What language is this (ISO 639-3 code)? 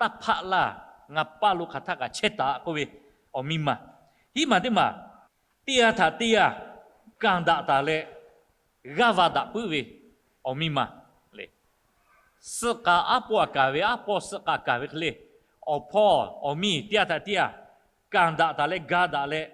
lhu